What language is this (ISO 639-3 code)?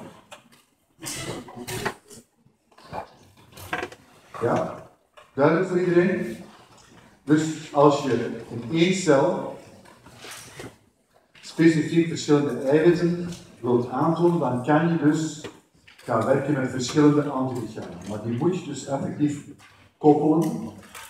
nld